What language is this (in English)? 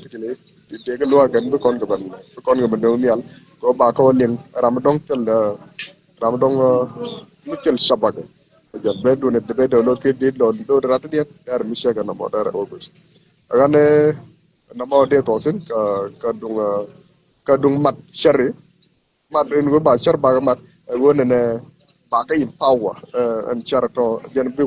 Nuer